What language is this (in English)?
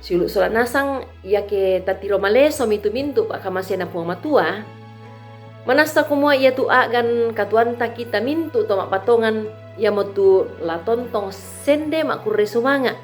Toraja-Sa'dan